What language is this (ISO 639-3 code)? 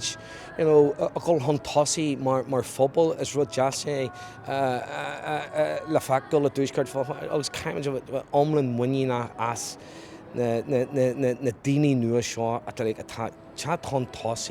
gle